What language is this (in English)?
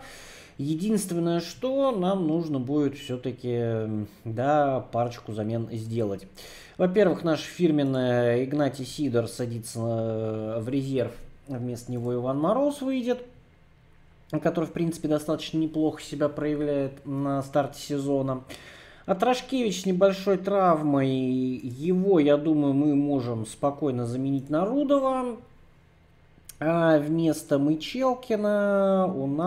Russian